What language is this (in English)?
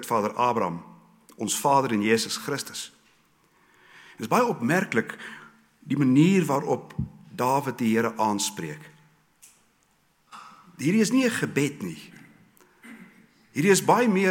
Afrikaans